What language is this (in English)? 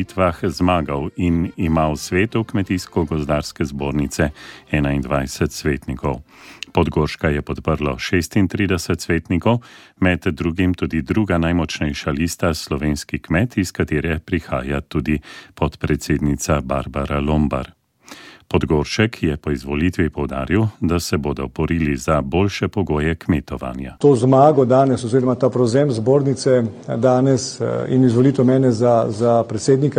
Slovenian